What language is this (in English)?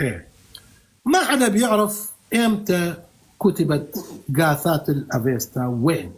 North Levantine Arabic